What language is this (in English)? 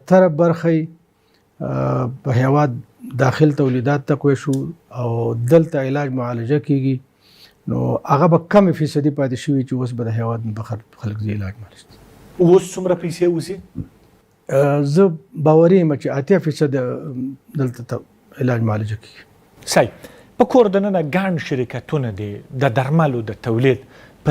Pashto